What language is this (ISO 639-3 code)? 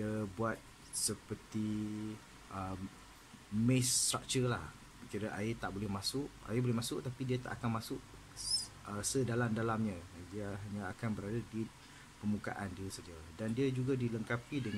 msa